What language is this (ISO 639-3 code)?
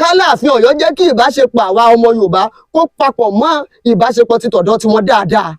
yor